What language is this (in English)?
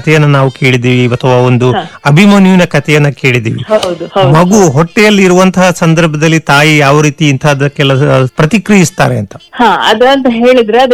Kannada